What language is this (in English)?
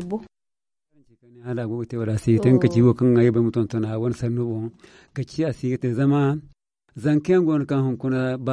Zarma